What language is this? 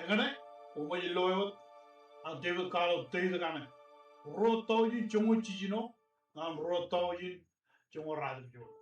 Marshallese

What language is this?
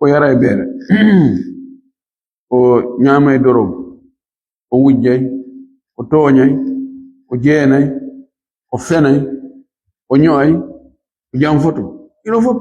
Fula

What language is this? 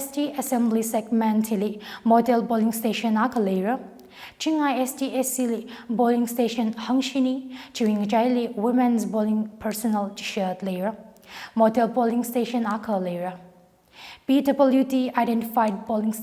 Tangkhul Naga (India)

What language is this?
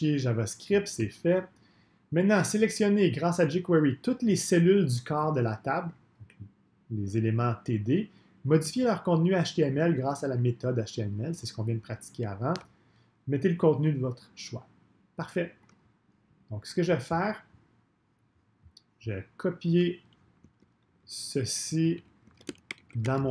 French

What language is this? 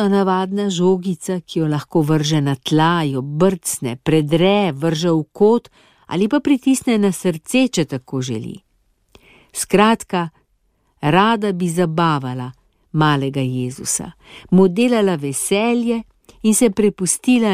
Slovenian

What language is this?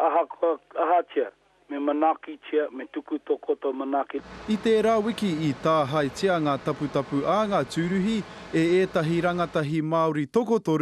Māori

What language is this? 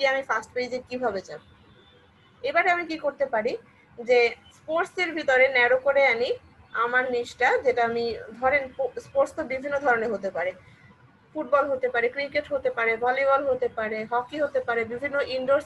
Bangla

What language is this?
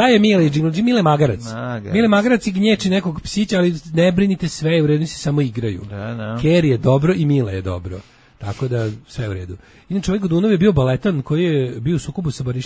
Serbian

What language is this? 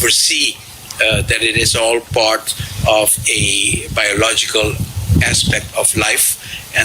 Papiamento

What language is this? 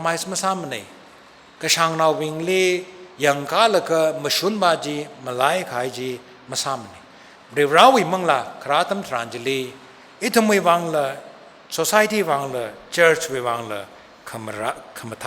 Tangkhul Naga (India)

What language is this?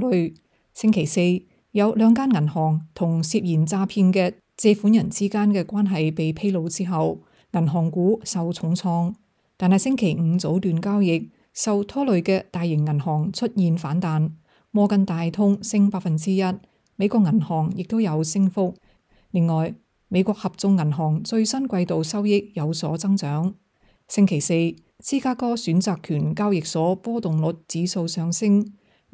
Cantonese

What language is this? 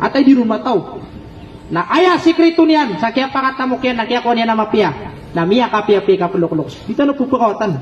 Maranao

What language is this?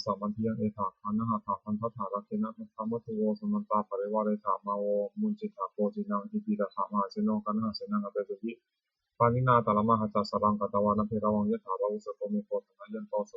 Pali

